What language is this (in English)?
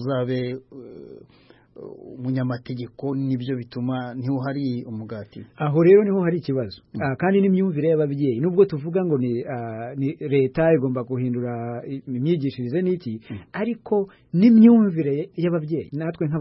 Kinyarwanda